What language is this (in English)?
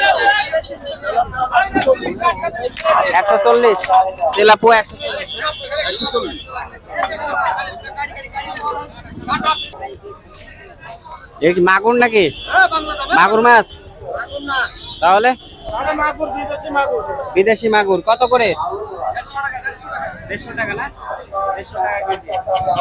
Bangla